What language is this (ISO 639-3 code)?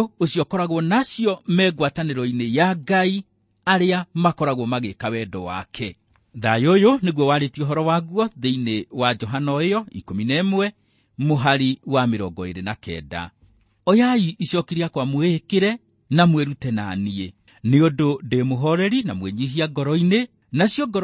kik